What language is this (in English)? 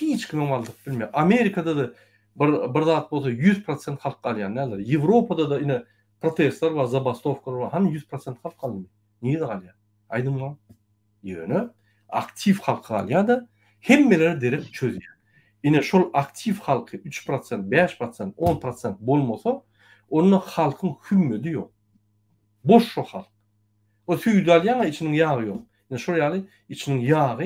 Turkmen